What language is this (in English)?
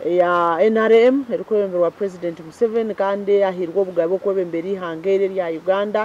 Nyankole